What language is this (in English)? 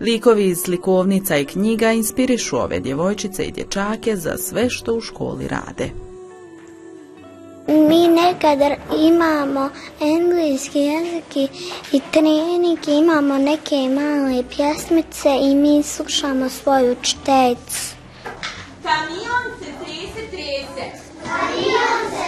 Bosnian